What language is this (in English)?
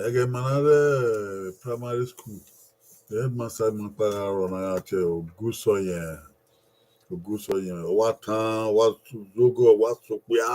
Bini